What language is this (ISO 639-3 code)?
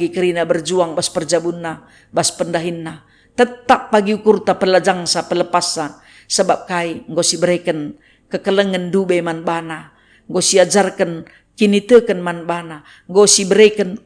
btx